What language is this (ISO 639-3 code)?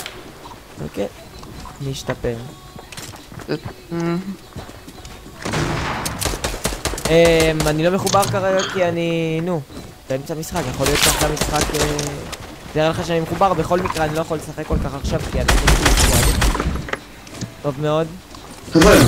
heb